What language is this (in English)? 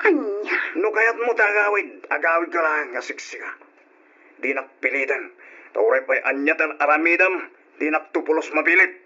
Iloko